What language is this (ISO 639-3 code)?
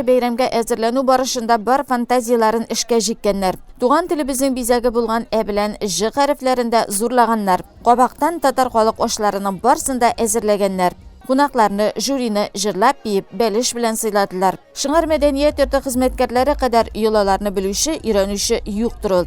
tat